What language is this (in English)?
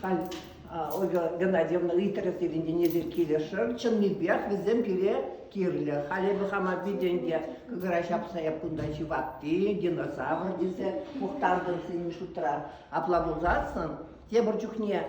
Chuvash